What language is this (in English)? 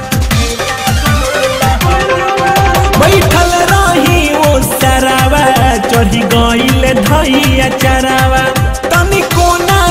Bhojpuri